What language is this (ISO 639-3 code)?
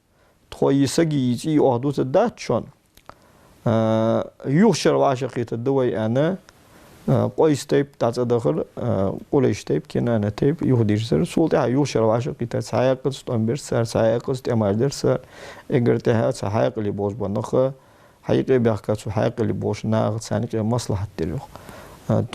inh